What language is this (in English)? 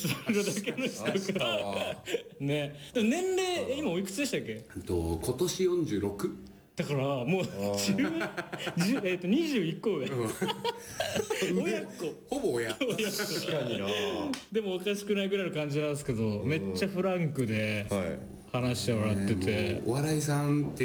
Japanese